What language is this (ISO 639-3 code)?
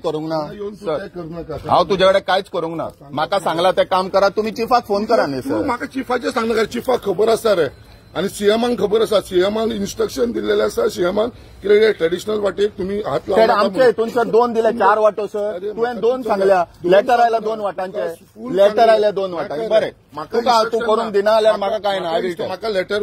kok